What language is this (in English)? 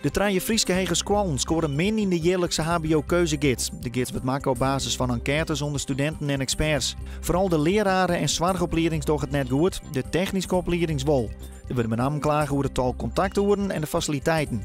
Western Frisian